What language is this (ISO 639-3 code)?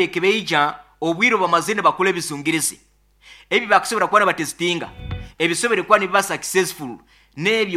nyo